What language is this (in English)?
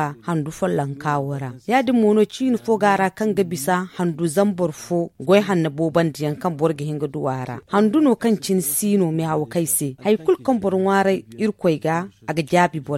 Zarma